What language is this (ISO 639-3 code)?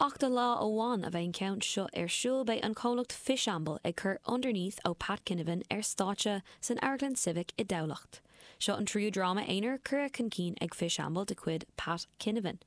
gle